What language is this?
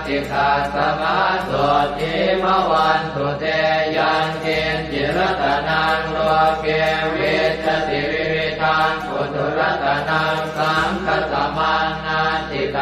Pali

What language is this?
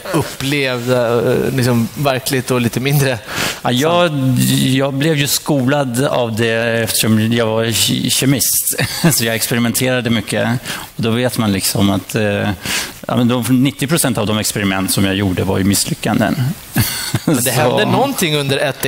Swedish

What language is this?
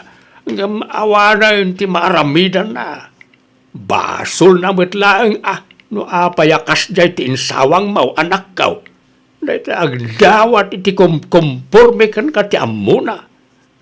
Iloko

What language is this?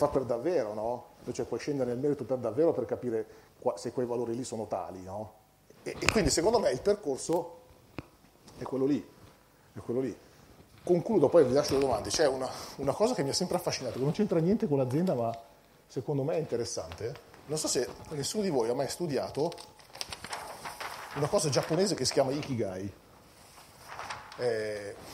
Italian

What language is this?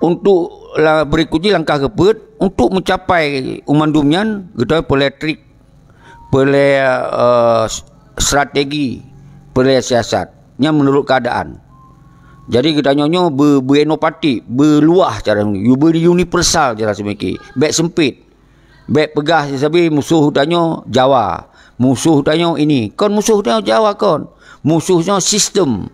Achinese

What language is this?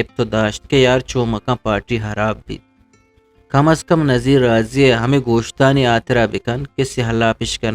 Eastern Balochi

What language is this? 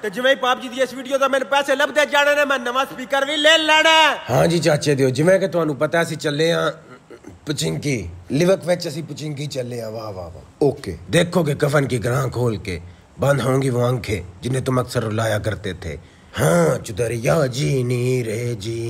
Punjabi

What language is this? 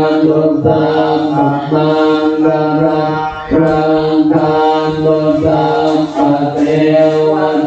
Pali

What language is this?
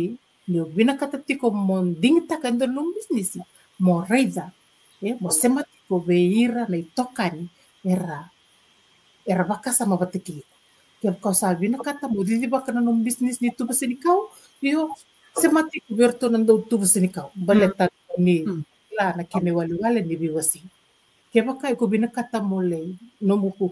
Fijian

